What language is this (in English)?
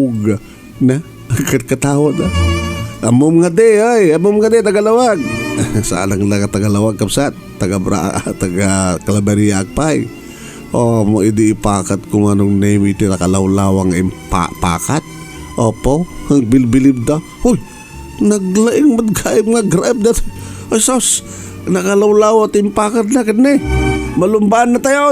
Iloko